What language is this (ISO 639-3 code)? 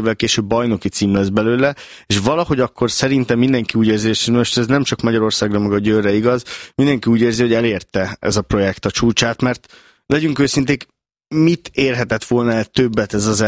hun